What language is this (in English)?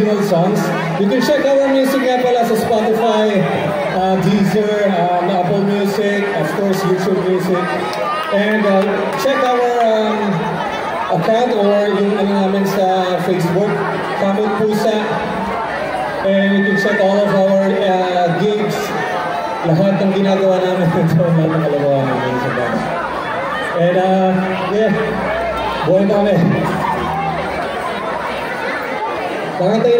Filipino